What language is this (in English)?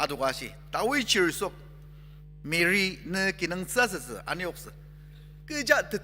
Ao Naga